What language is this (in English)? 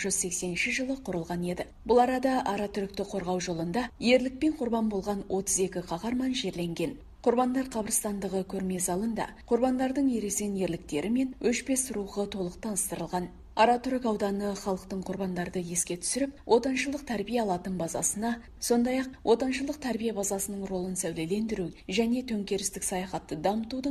Kazakh